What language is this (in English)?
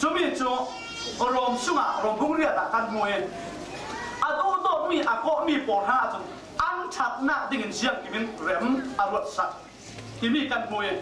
Falam Chin